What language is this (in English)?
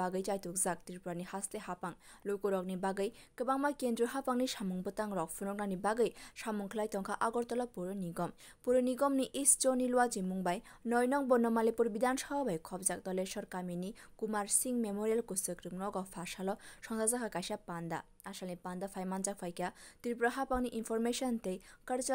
Kok Borok